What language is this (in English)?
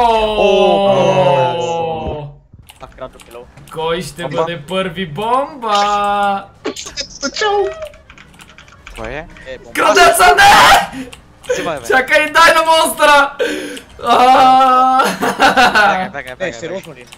Bulgarian